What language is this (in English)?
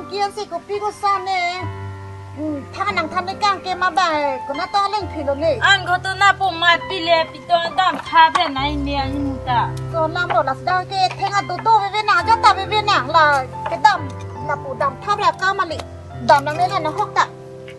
Karbi